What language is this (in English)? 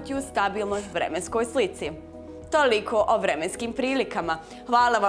Bosnian